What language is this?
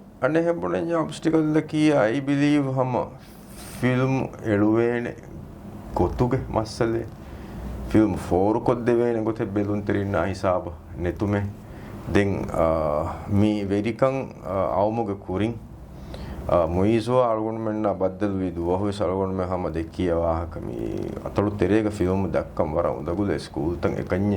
Divehi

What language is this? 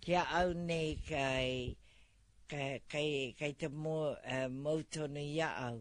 Māori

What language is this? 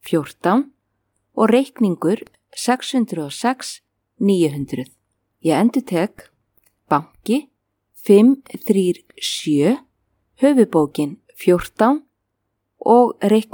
Icelandic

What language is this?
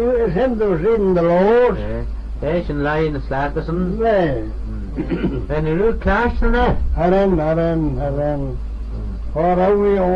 Manx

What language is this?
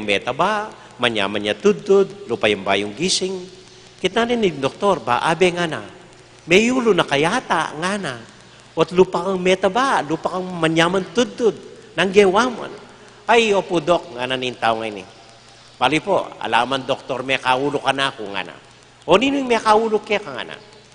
Pampanga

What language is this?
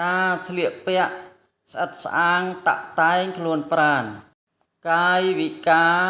Khmer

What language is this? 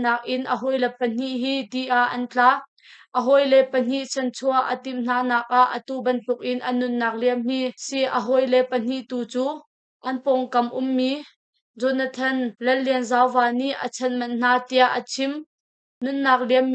Hakha Chin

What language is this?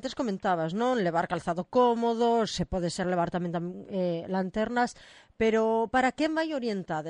Galician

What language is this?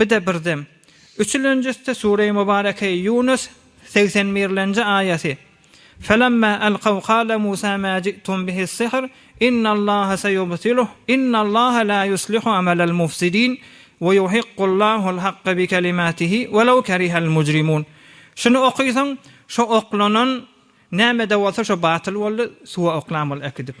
Turkmen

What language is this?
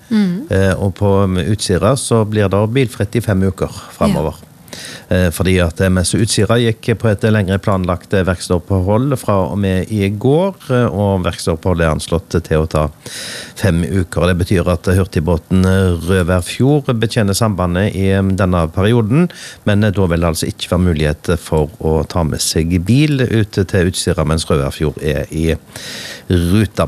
Norwegian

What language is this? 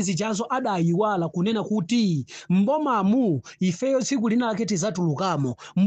Nyanja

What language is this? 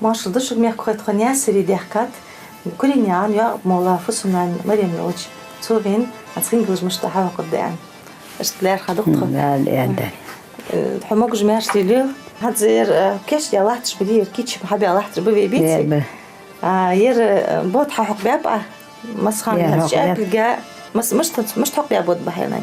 Ingush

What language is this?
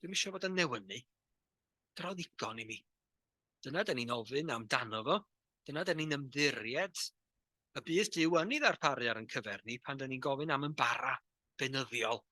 Welsh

